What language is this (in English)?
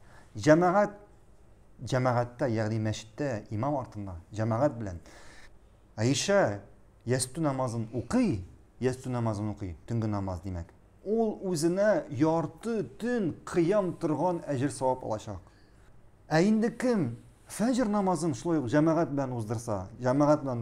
Tatar